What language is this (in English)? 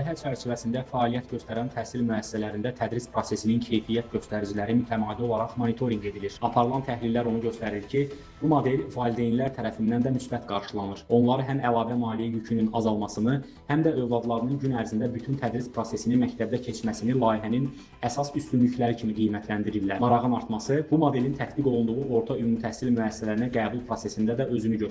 Azerbaijani